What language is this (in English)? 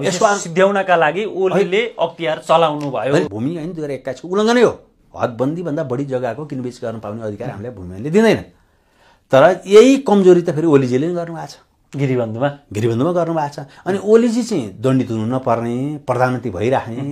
Nepali